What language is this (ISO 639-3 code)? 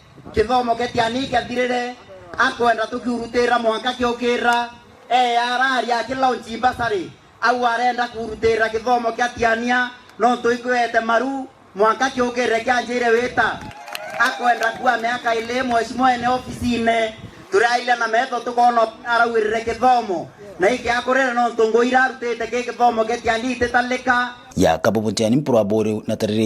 mer